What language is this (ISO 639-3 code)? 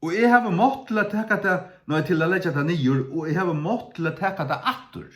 fao